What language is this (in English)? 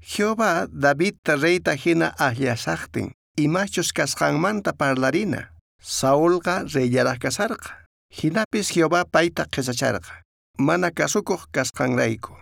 South Bolivian Quechua